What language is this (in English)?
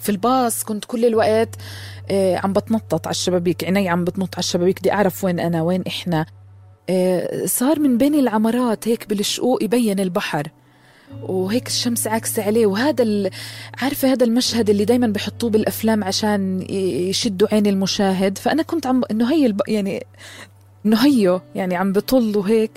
North Levantine Arabic